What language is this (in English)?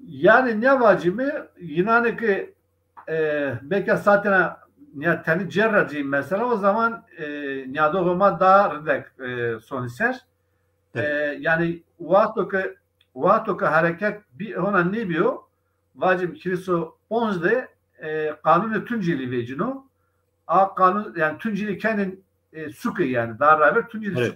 Zaza